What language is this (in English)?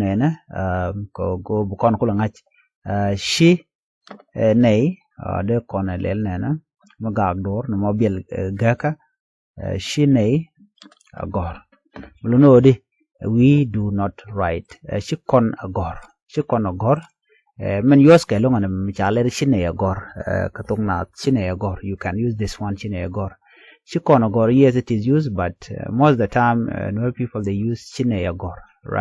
Nuer